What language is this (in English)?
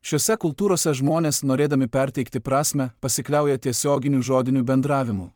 Lithuanian